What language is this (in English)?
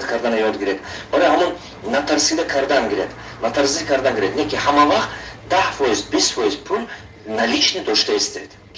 Tajik